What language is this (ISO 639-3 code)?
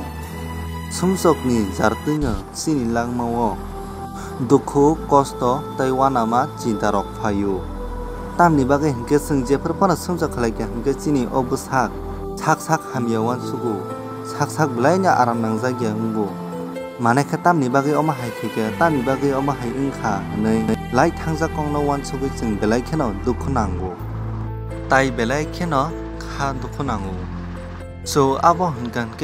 trp